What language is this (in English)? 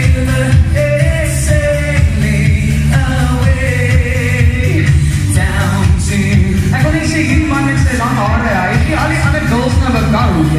Afrikaans